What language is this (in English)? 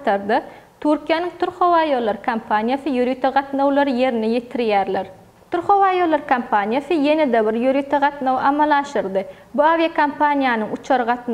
Turkmen